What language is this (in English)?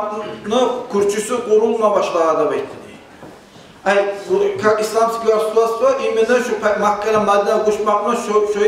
Kumyk